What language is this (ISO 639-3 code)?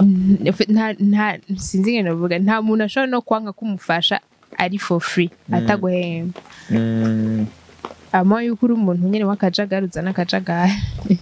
run